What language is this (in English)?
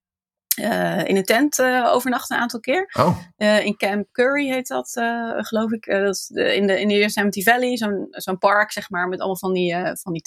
Dutch